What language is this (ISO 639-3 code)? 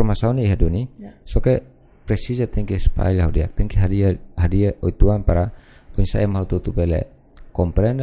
tet